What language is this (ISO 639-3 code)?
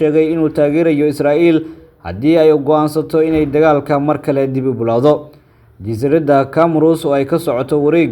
som